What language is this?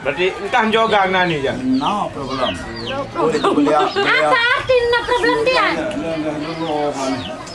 Sasak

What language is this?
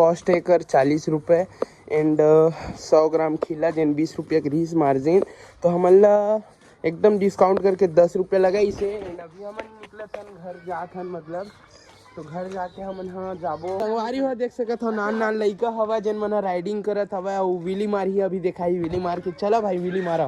Chhattisgarhi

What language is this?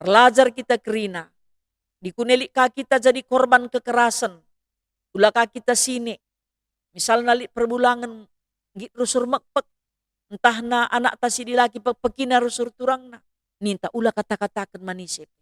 Batak Karo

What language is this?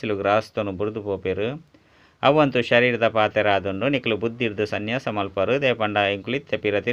Tulu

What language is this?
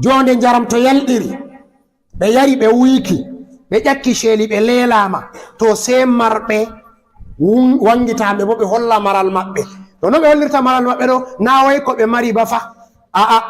Fula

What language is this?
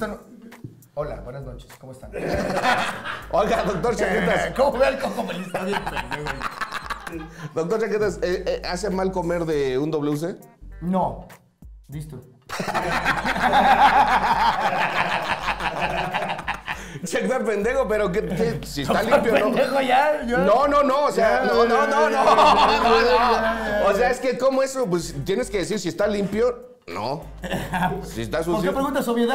Spanish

